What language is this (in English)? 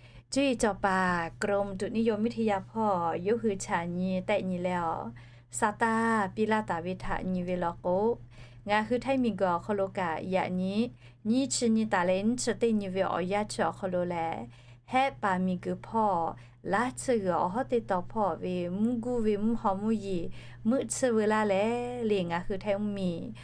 Lahu